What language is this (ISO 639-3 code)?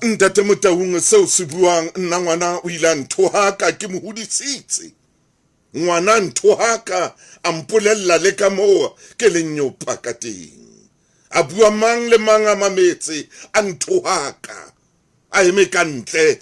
sot